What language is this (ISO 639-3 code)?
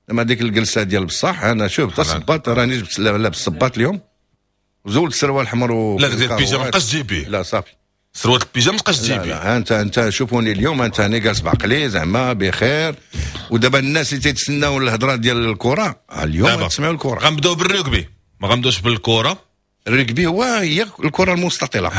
ary